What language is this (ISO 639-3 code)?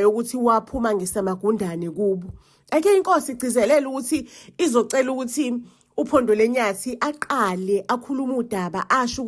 zul